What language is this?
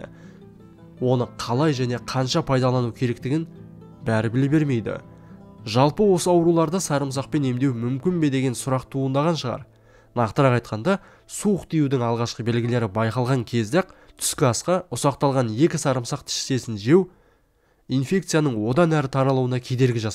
Kazakh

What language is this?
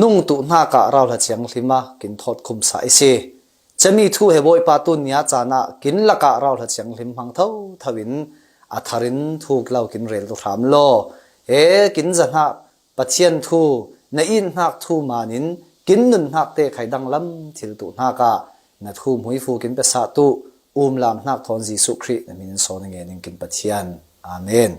Falam Chin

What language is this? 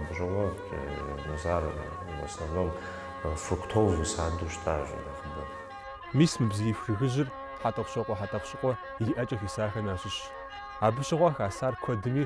Kabardian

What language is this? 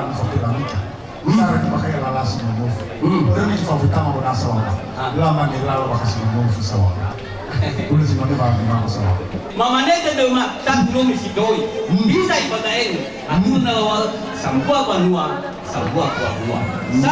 Nias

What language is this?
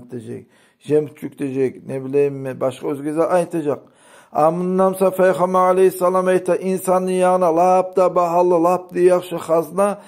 Kumyk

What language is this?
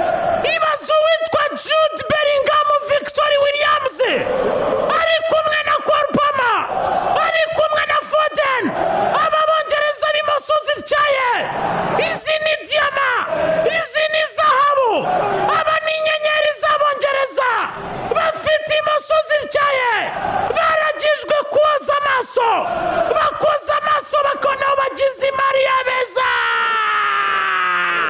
Kinyarwanda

